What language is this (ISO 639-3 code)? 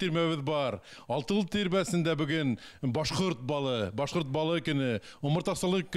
bak